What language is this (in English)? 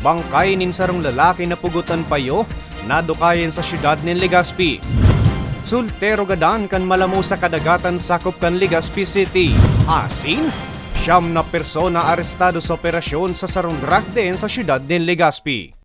Bikol